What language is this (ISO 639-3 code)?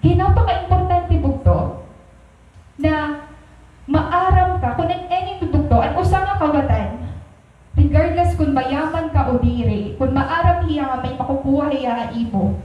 war